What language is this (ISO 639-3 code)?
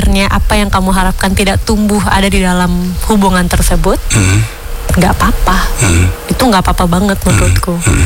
ind